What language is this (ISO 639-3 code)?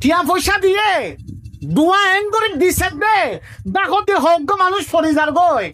rhg